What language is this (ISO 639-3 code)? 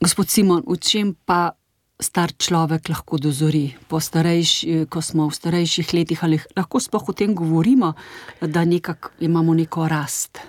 slv